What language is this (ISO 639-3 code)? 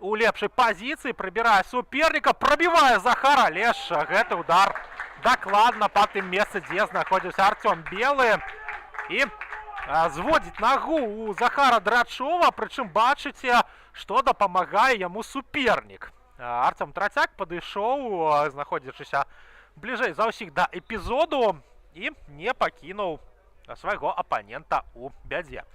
bel